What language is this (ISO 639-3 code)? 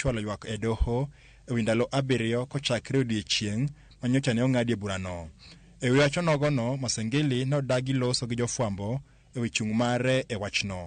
luo